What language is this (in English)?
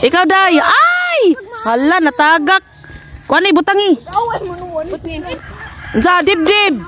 Cebuano